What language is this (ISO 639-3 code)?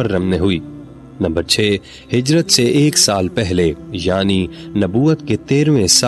urd